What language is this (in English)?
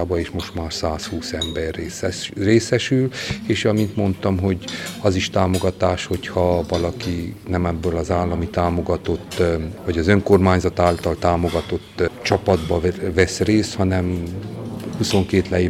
Hungarian